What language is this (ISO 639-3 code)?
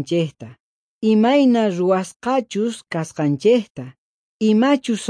quh